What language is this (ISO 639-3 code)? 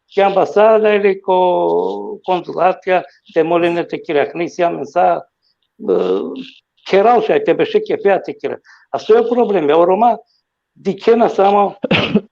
rmn